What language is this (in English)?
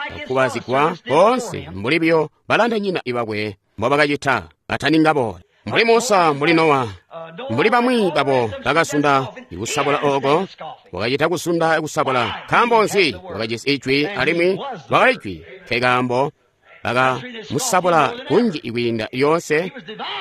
Tonga (Zambia)